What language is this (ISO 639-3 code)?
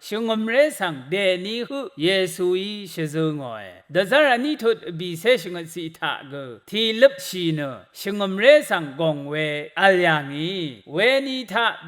raw